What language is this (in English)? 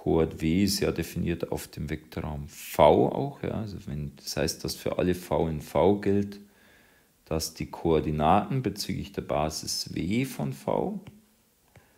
German